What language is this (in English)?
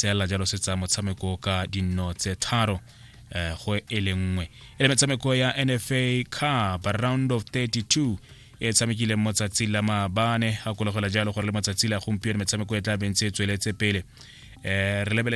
Tswana